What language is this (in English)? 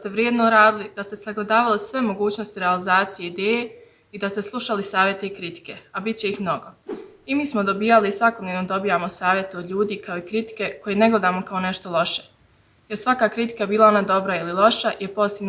Bosnian